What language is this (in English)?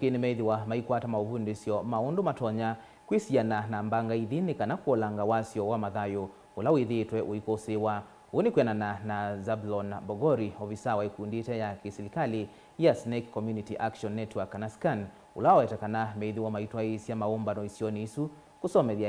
Kamba